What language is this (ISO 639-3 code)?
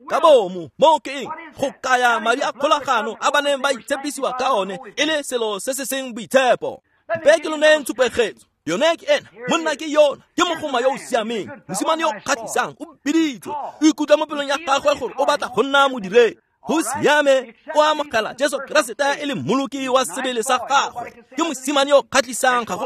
tsn